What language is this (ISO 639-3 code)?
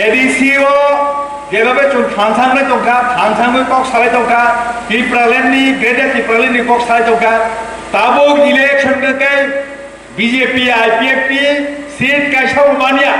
trp